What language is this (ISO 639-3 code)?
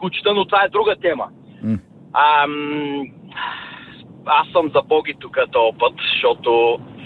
bul